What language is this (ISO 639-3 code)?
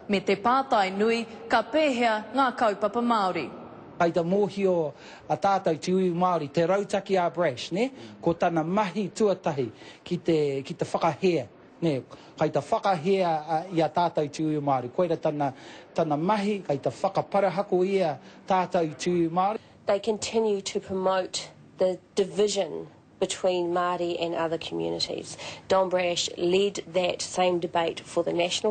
mri